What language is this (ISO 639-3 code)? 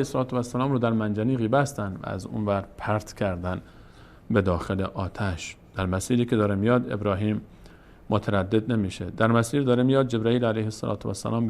fas